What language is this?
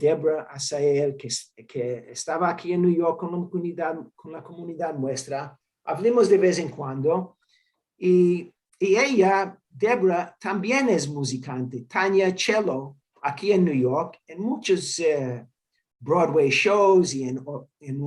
Ladino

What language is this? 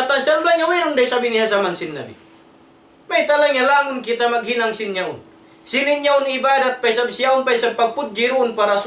Tausug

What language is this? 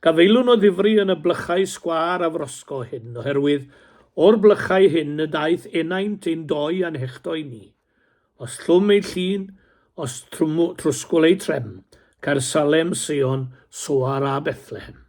Welsh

